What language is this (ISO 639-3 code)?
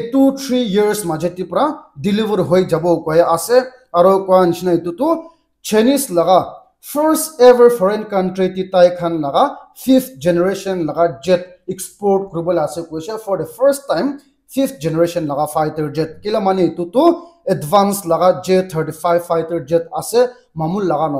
nag